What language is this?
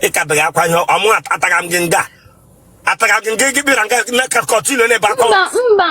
Igbo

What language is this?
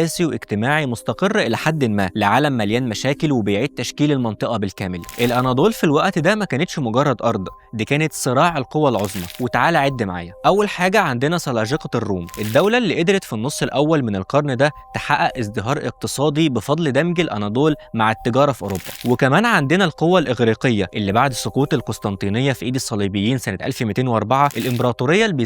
Egyptian Arabic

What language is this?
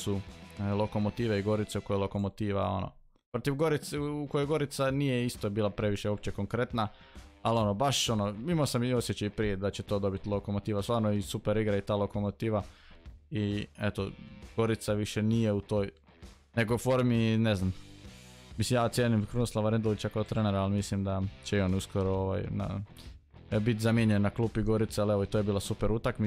Croatian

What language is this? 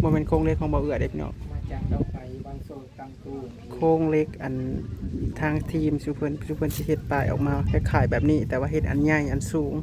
Northeastern Thai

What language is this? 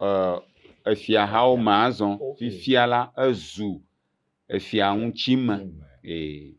Ewe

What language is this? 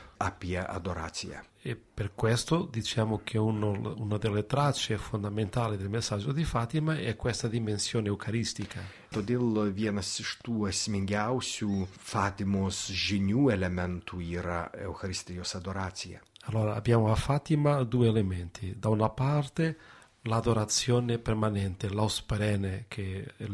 Lithuanian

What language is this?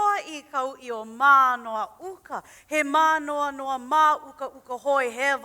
Hawaiian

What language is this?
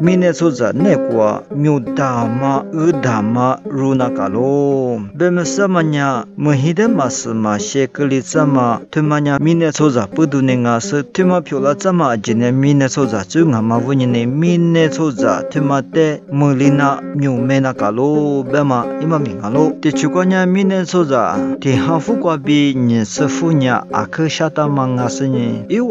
Lisu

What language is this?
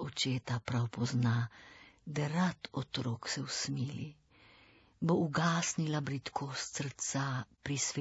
Slovenian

